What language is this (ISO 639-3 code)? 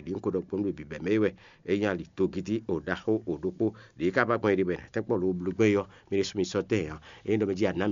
fon